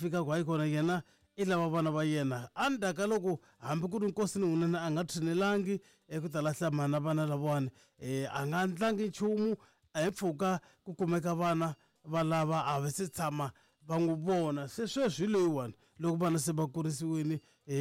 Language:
Tsonga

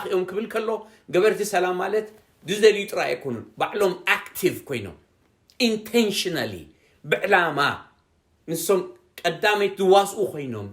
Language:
Tigrinya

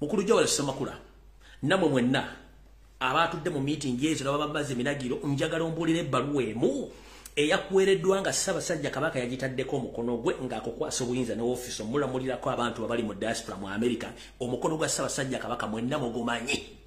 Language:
Ganda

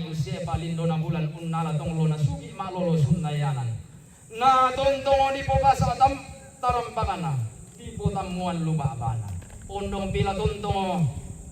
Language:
Toraja-Sa'dan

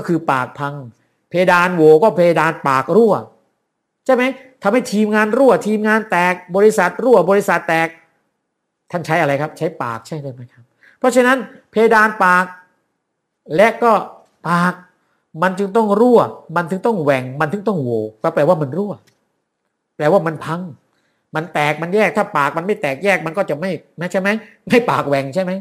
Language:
Thai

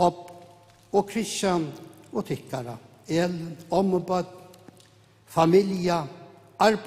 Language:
Faroese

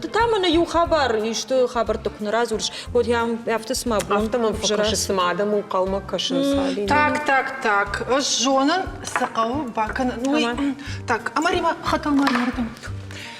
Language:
Ossetic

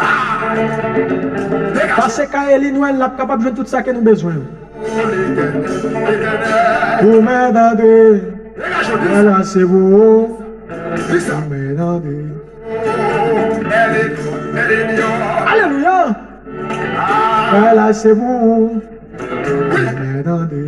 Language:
Haitian Creole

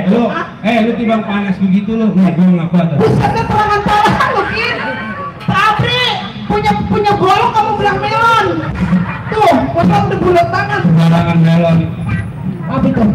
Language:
Betawi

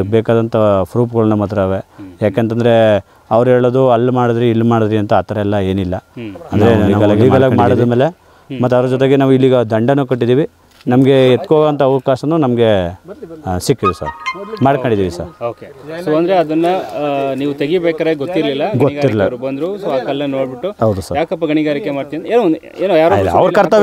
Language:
Kannada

